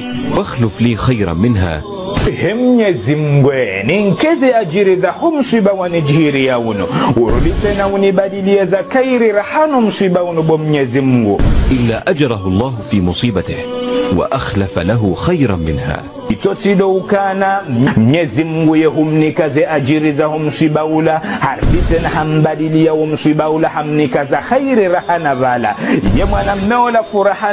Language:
Ngazidja Comorian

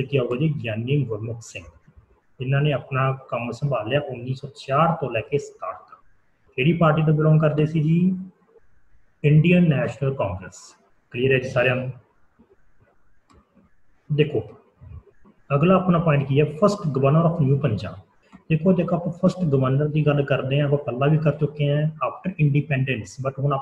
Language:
Punjabi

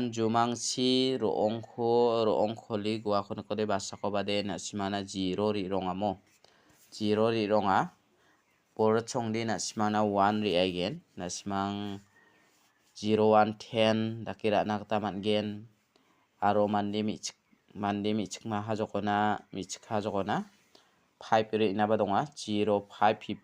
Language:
Garo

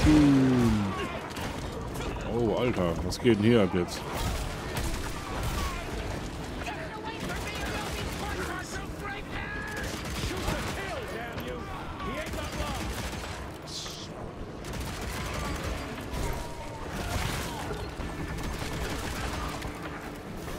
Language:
German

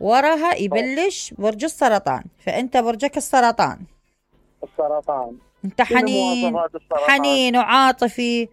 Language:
Mesopotamian Arabic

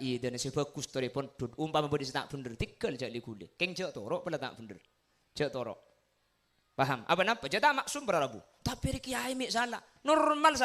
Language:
Madurese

